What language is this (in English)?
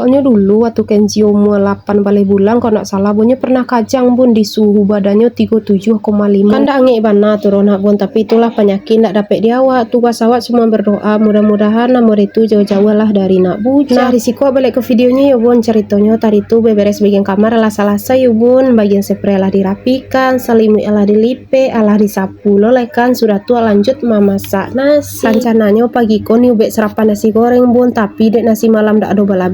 Minangkabau